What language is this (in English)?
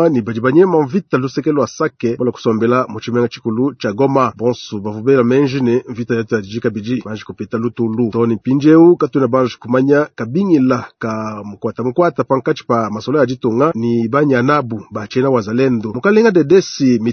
Luba-Lulua